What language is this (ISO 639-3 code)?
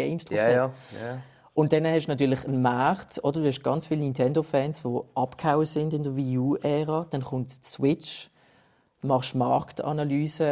gsw